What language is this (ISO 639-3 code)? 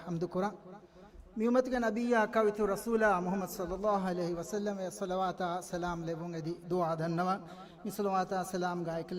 div